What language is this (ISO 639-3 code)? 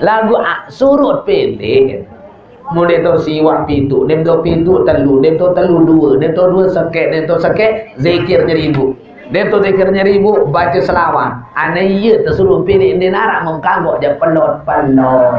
sas